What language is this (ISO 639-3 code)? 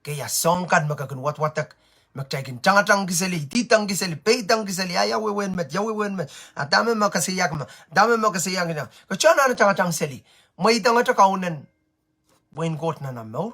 pon